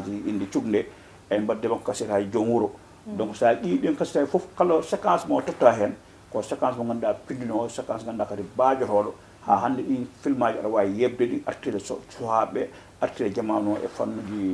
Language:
Fula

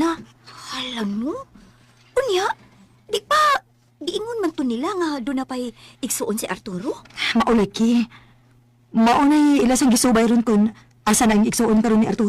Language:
Cebuano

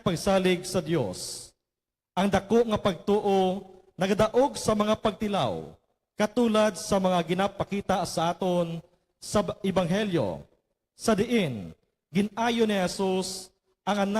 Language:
Hiligaynon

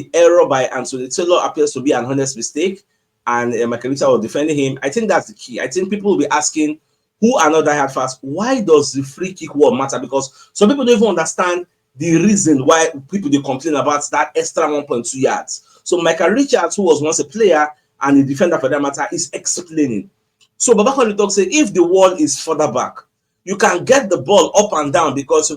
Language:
Nigerian Pidgin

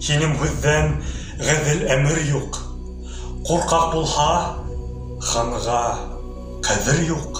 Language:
Bashkir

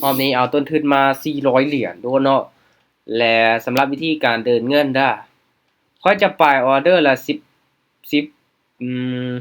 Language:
Lao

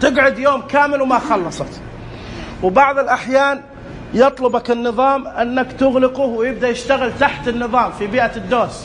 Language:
Najdi Arabic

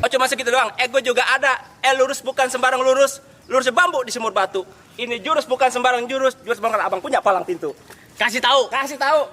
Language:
Betawi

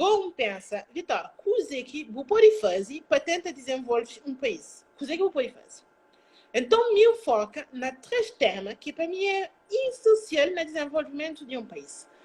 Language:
Kabuverdianu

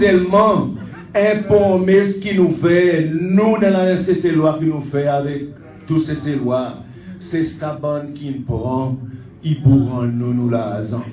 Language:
Seselwa Creole French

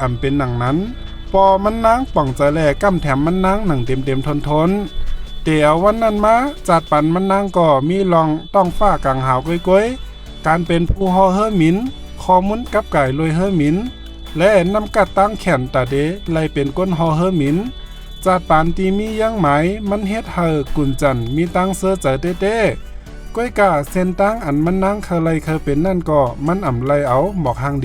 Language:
Shan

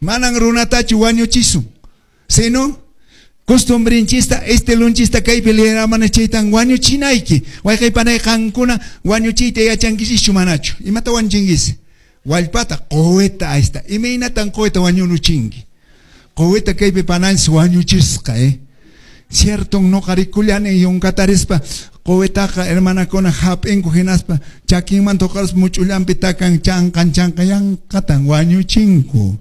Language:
Quechua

